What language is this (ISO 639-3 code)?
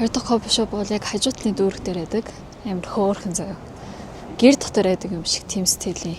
mon